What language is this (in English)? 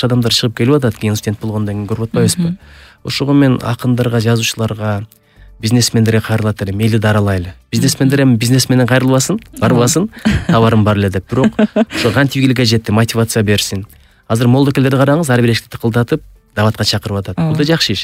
Kyrgyz